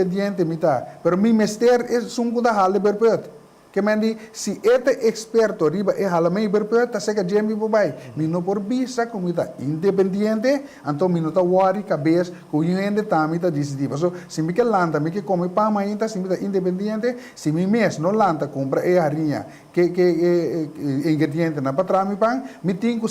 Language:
Papiamento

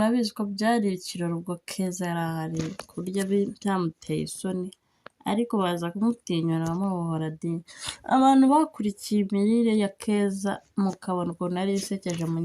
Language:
Kinyarwanda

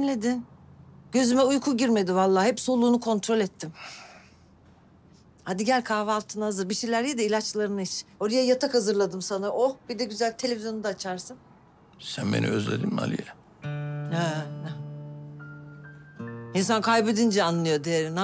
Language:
Turkish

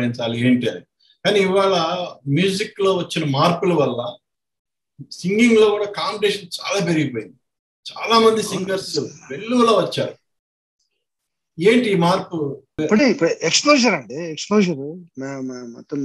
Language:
Telugu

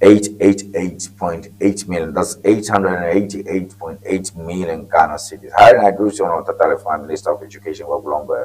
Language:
Ewe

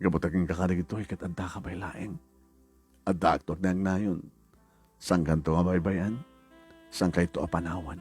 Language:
Iloko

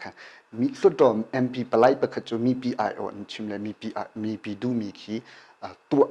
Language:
Hakha Chin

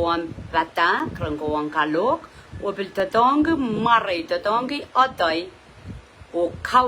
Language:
Pohnpeian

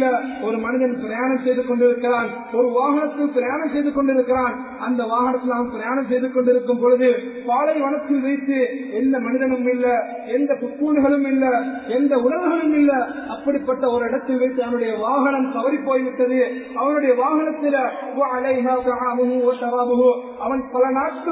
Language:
Tamil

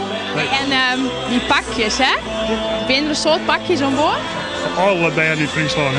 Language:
Western Frisian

